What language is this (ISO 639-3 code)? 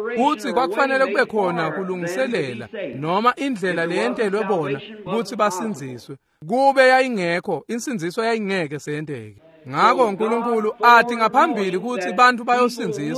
ssw